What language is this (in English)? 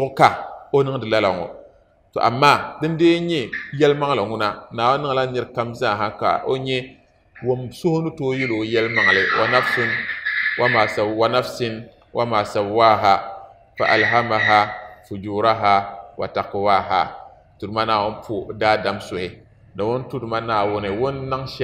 Dagbani